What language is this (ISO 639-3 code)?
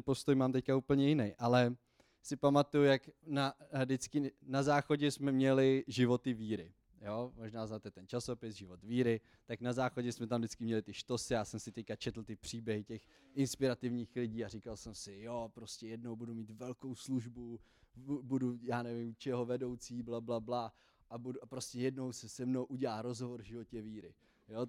ces